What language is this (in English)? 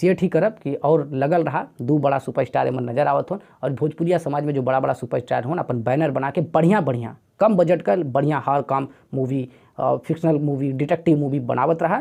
Bhojpuri